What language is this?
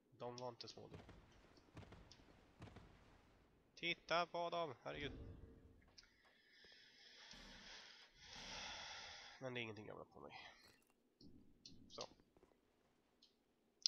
Swedish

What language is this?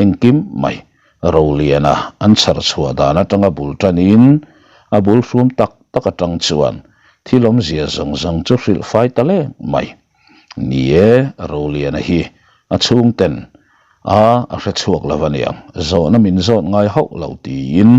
Mizo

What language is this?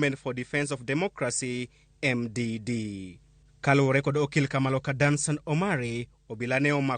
Luo (Kenya and Tanzania)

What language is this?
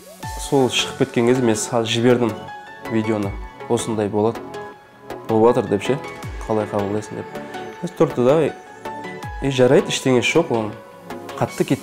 Kazakh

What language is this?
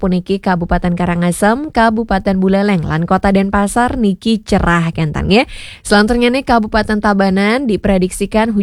Balinese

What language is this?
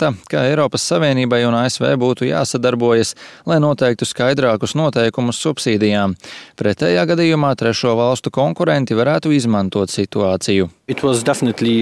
Latvian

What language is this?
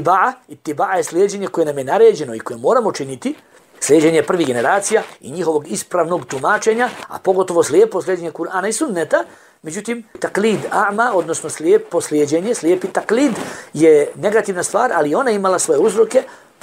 Bosnian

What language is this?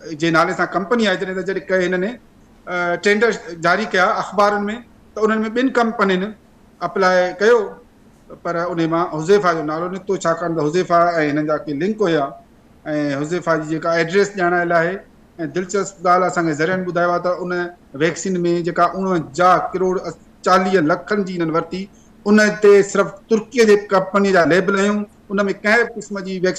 Sindhi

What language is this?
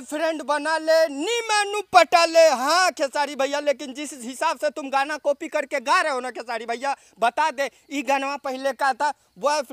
Bhojpuri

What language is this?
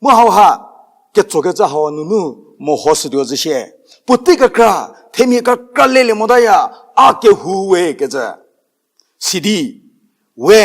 Angami Naga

